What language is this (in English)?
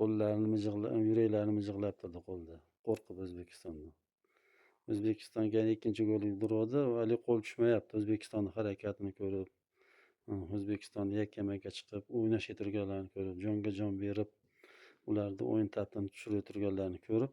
Uzbek